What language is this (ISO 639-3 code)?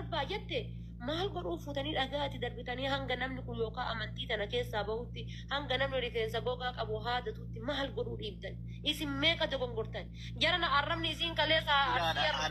orm